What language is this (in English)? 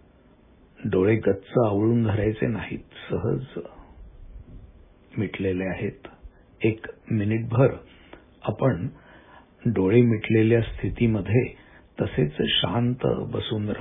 Marathi